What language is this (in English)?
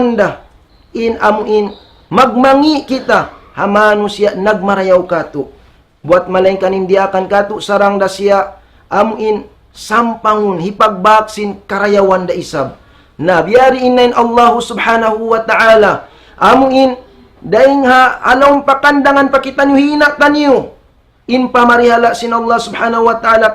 Tausug